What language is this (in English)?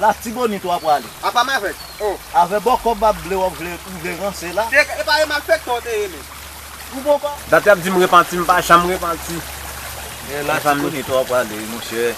Haitian Creole